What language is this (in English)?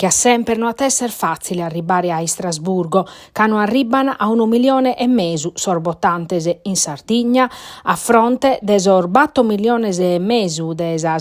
Sardinian